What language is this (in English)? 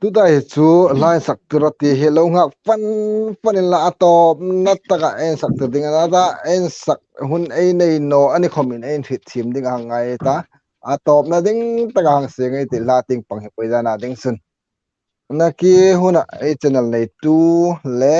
Hmar